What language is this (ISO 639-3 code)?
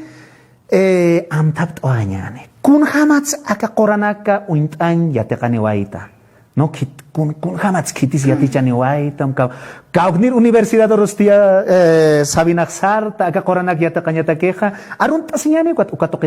aym